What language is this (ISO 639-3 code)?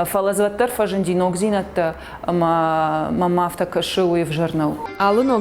oss